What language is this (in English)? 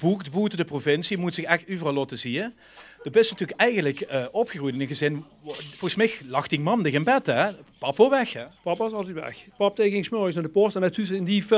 Limburgish